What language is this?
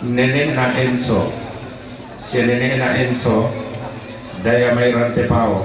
Toraja-Sa'dan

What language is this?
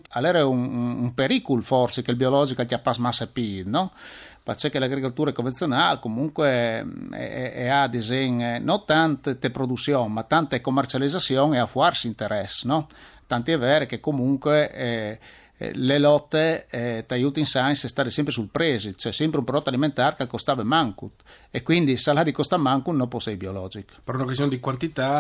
Friulian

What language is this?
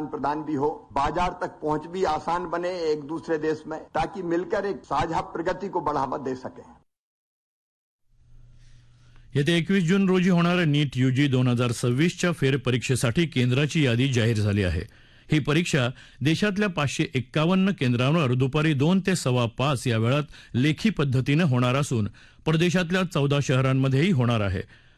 Marathi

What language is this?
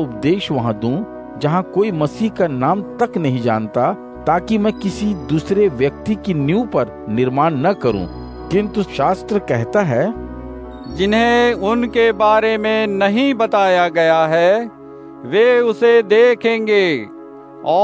Hindi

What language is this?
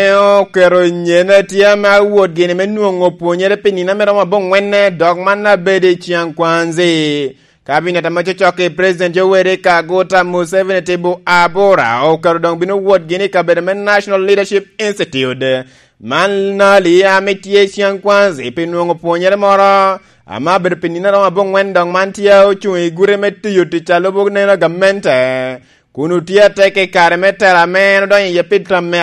Lango (Uganda)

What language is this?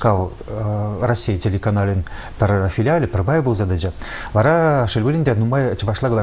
Chuvash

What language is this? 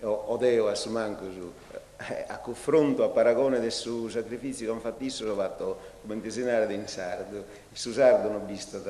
Sardinian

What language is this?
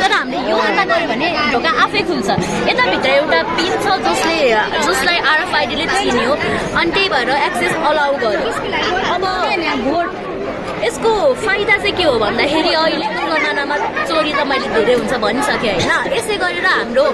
Nepali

